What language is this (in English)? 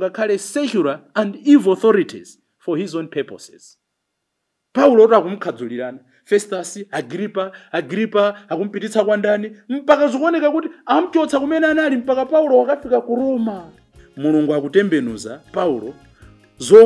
Nyanja